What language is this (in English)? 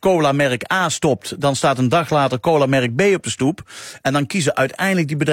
Dutch